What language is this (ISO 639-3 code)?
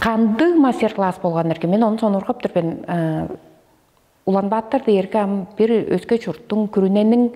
tyv